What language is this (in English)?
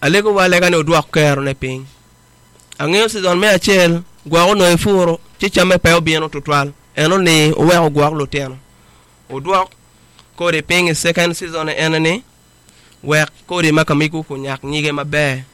Acoli